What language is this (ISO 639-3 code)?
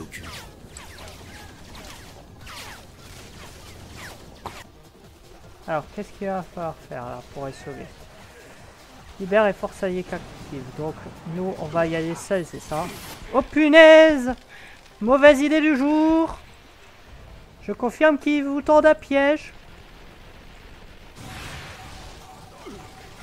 fra